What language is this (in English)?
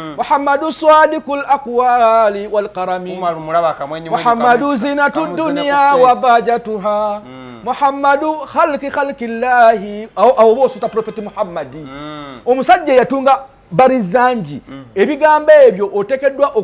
Ganda